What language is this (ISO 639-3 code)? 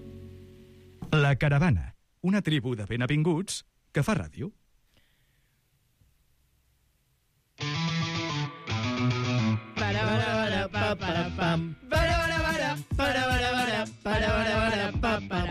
cat